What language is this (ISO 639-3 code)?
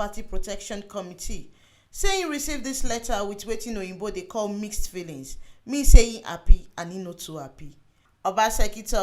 pcm